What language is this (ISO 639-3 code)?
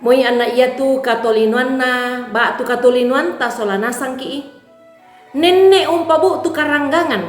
sda